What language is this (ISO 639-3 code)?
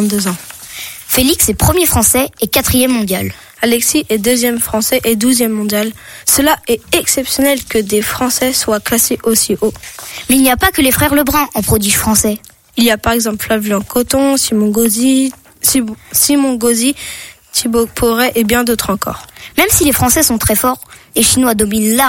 fra